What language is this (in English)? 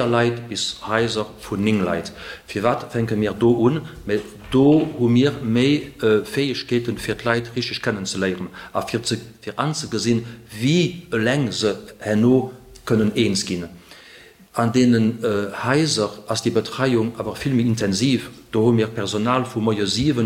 Luxembourgish